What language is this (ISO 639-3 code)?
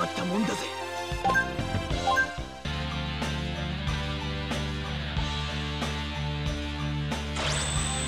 jpn